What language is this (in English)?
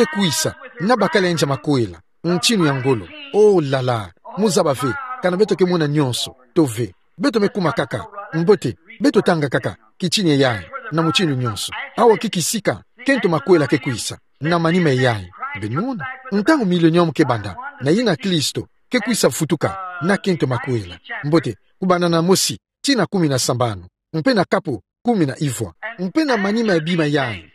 Kituba (Democratic Republic of Congo)